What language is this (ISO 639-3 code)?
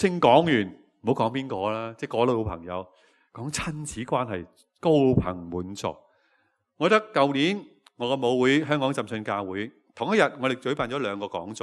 yue